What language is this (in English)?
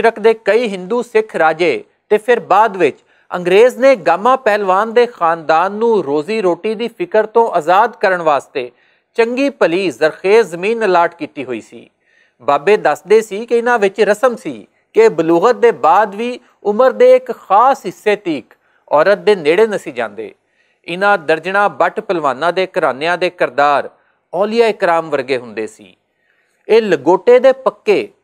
Western Panjabi